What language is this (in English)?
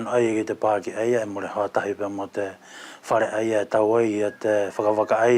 Wallisian